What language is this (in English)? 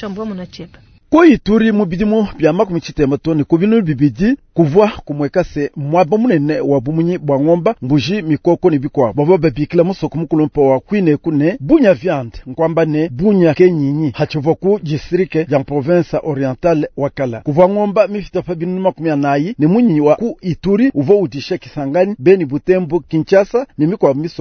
Luba-Lulua